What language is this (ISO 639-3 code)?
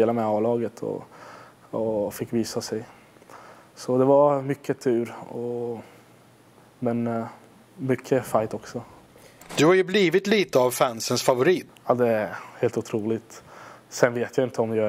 swe